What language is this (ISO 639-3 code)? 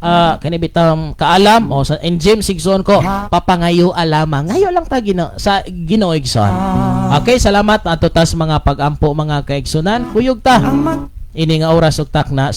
ceb